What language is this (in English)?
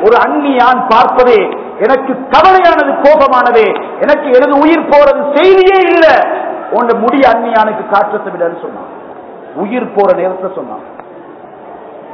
Tamil